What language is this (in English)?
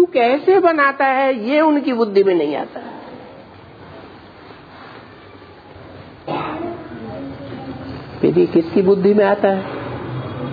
Hindi